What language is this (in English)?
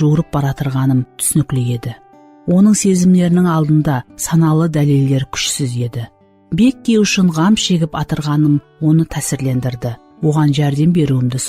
Kara-Kalpak